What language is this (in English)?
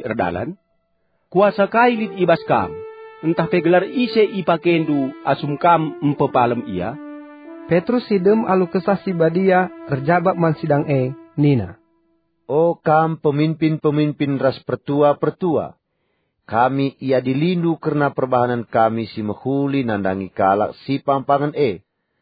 Batak Karo